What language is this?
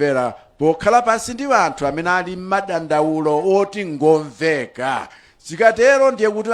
Nyanja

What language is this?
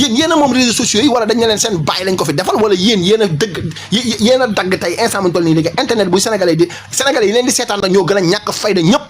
Wolof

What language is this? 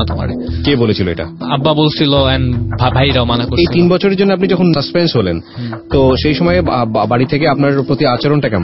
Bangla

